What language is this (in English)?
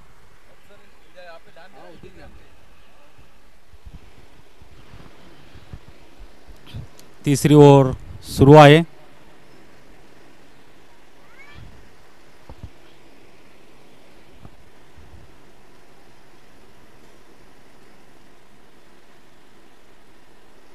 Marathi